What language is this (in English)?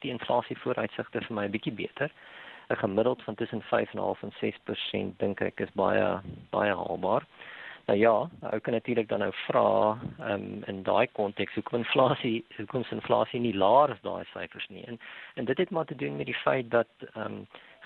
Afrikaans